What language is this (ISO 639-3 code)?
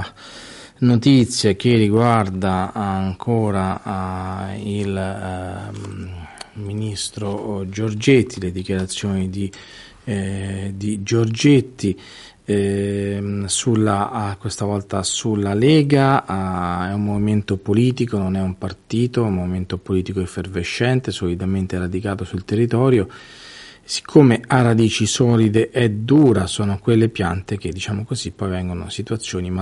ita